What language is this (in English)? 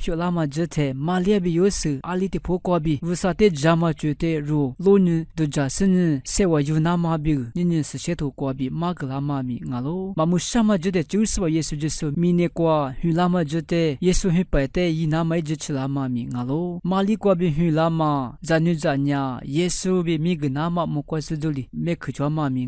Lisu